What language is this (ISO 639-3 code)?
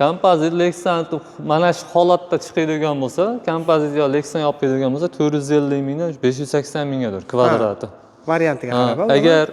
uzb